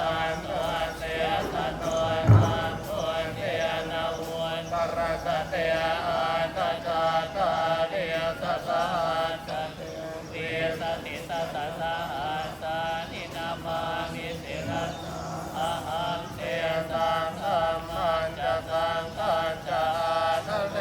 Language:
Pali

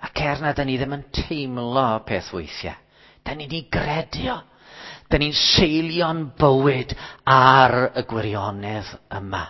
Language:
Welsh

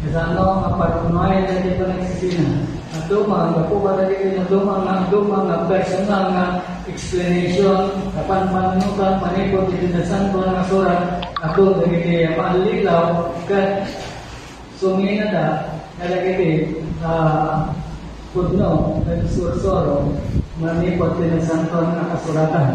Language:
Iloko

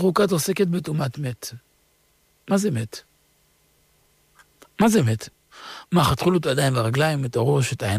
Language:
Hebrew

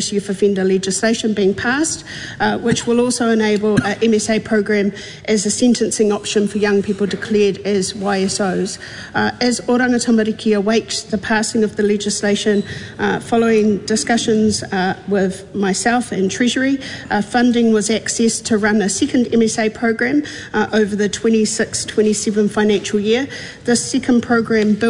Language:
English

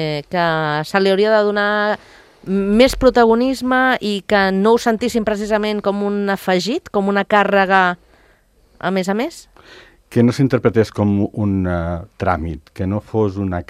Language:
Catalan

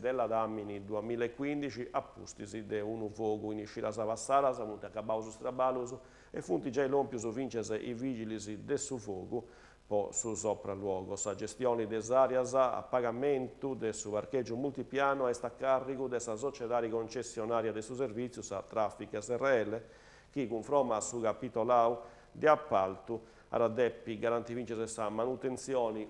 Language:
Sardinian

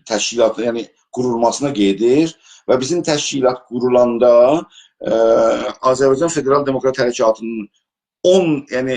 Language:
South Azerbaijani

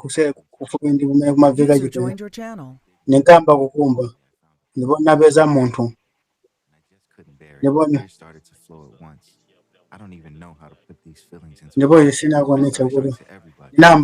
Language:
Nyanja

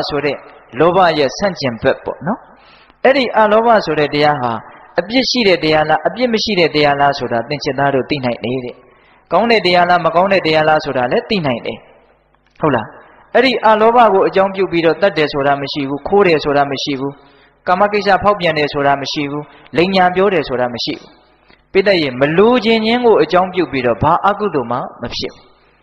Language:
Burmese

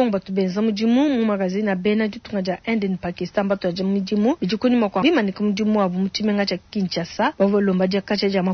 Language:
Luba-Lulua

